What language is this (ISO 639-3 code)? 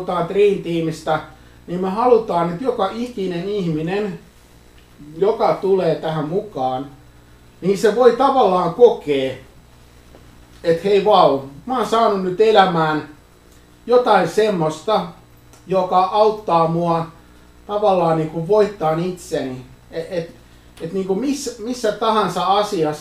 fin